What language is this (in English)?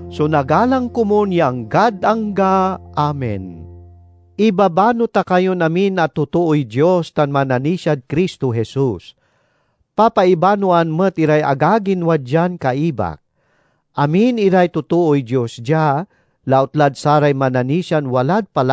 Pangasinan